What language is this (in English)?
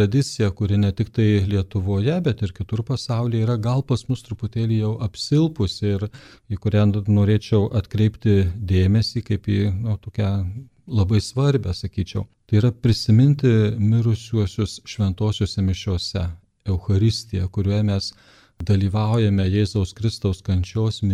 Lithuanian